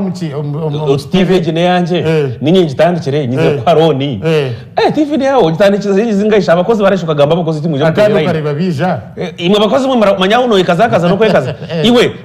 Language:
Nyankole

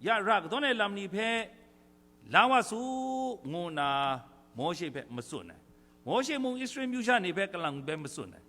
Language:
Kachin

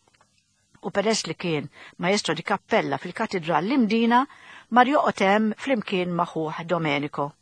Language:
Maltese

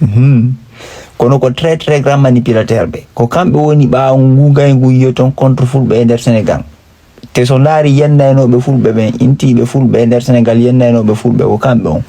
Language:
Fula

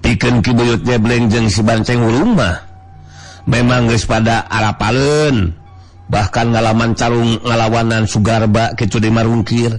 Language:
Sundanese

